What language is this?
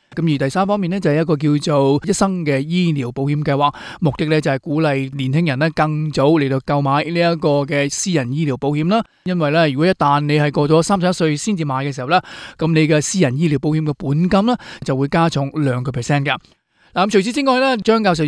Cantonese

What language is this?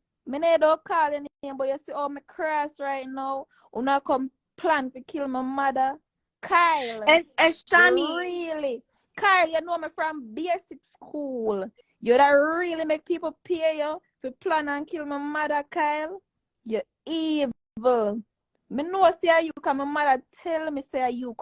Jamaican Creole English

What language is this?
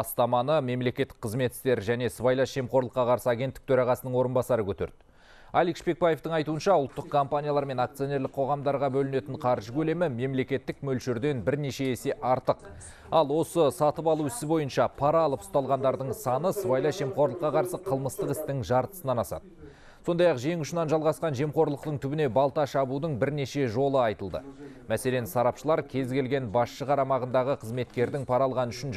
Kazakh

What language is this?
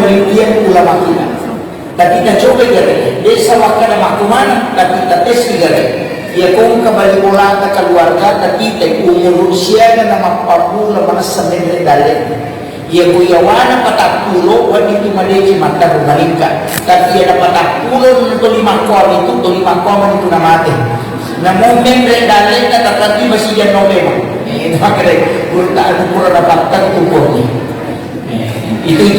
Buginese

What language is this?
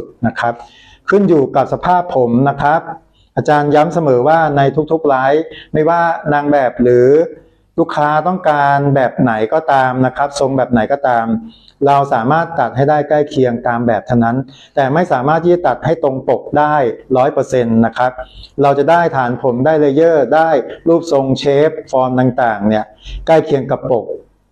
Thai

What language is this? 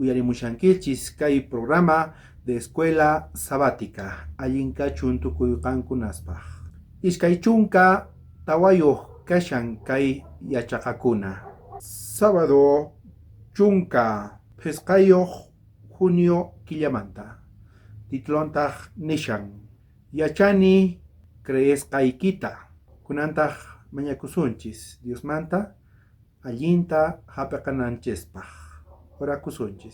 South Bolivian Quechua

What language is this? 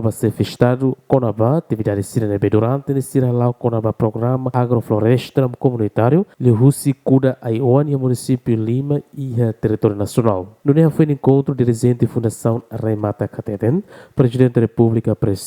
Tetum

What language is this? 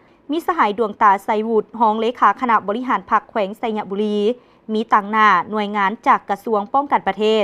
Lao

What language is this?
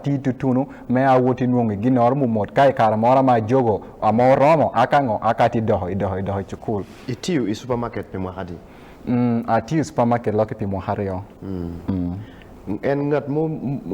Acoli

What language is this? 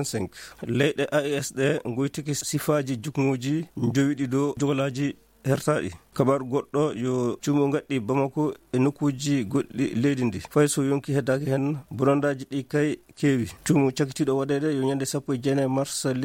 Fula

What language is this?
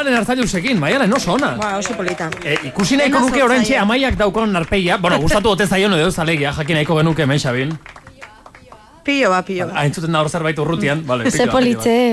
Basque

